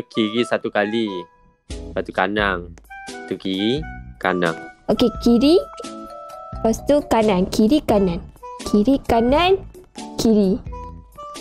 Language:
Malay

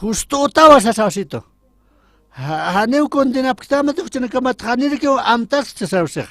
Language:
Aymara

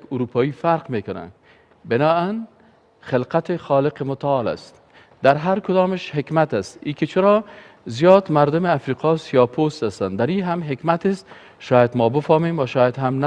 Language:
Persian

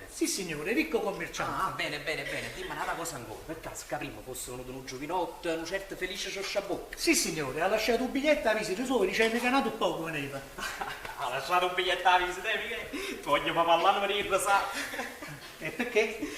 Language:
Neapolitan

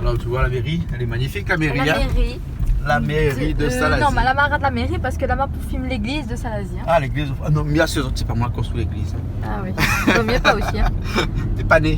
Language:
Réunion Creole French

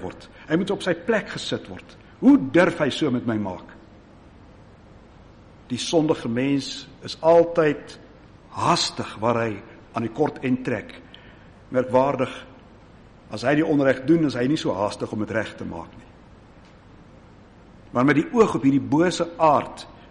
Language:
Afrikaans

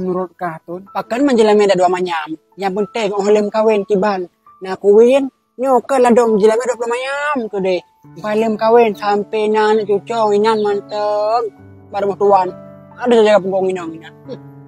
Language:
Achinese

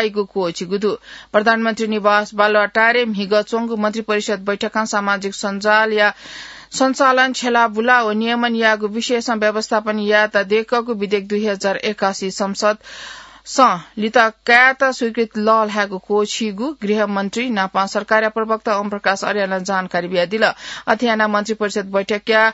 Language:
Newari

